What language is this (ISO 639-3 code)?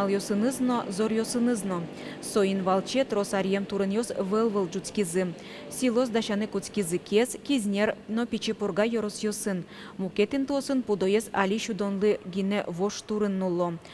udm